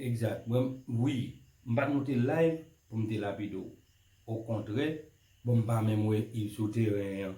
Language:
Haitian Creole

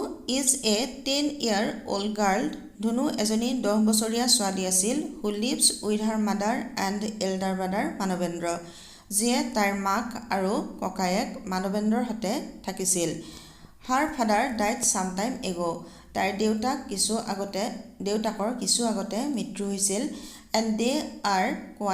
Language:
Assamese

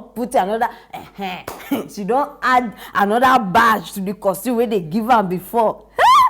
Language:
Nigerian Pidgin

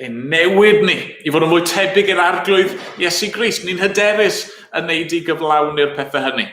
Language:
Welsh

